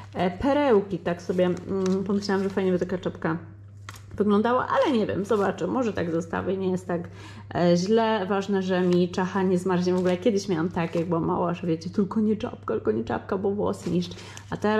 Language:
Polish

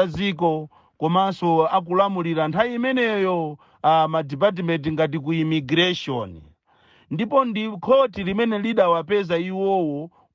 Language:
Nyanja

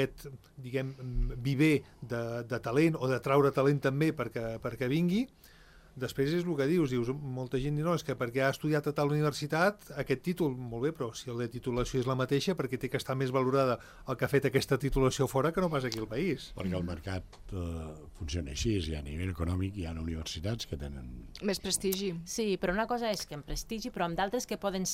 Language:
Catalan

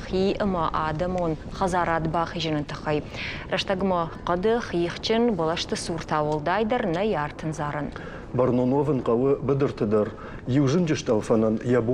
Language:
Ossetic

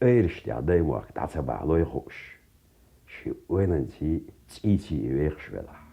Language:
Chechen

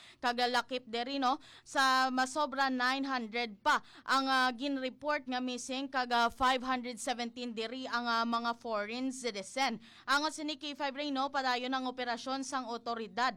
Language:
Hiligaynon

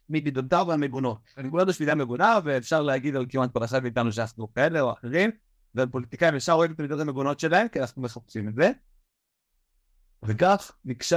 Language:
Hebrew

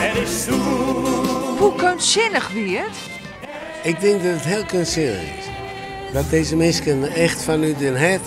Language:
Western Frisian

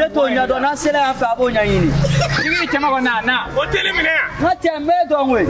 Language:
Bambara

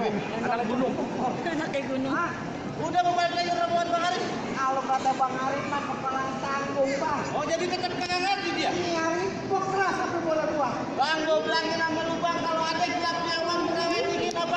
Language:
Betawi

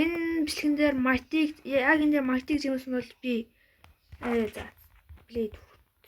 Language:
Mongolian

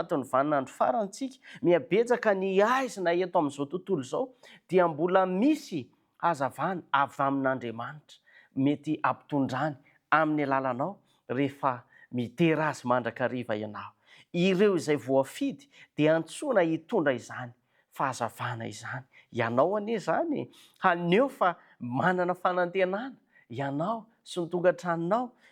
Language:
Malagasy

